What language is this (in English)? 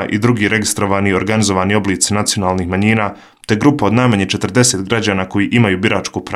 Bosnian